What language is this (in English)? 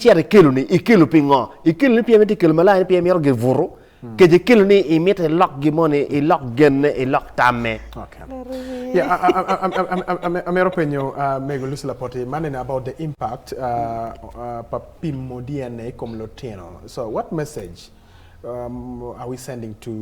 Acoli